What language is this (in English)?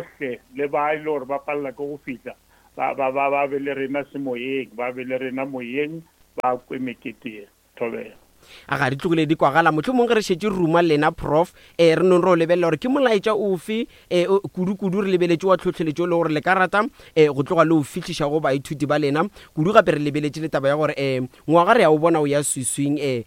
Northern Sotho